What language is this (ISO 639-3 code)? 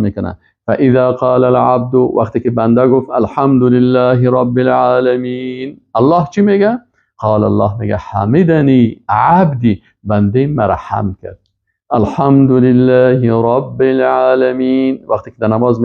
fas